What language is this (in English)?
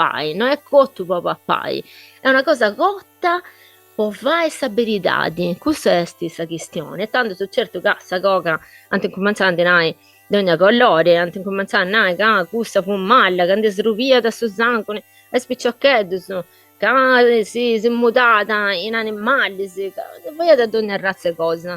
Sardinian